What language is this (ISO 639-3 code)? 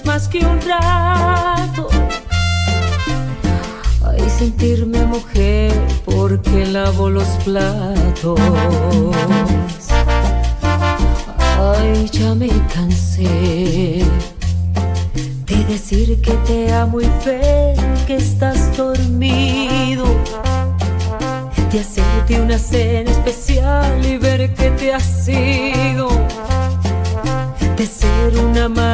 spa